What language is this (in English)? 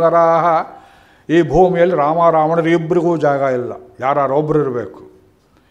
Kannada